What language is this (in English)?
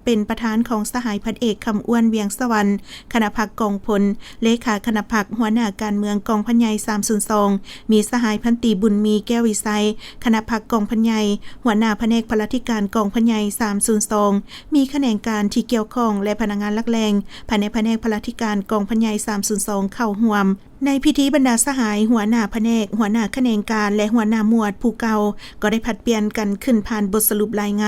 Lao